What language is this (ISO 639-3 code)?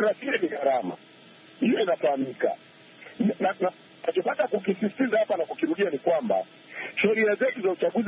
swa